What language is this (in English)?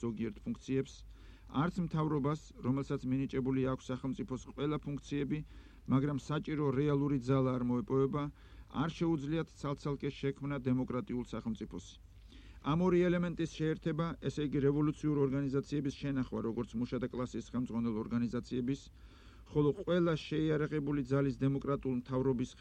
Georgian